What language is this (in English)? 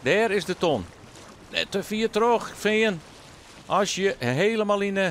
Western Frisian